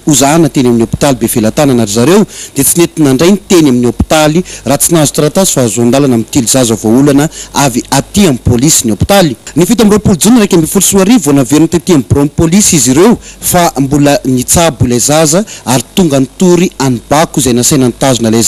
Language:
Malagasy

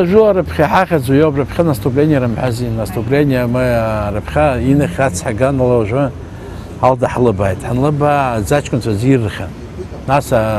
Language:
Abkhazian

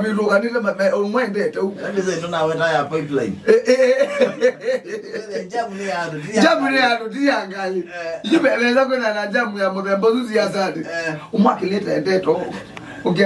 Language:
Kamba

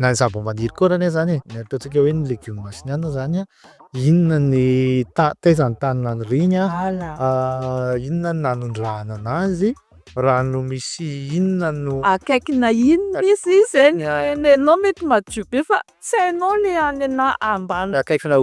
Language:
Malagasy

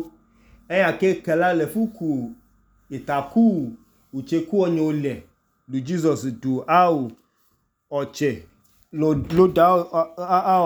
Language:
Idoma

